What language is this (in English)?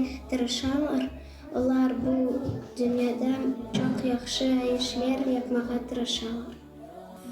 Crimean Tatar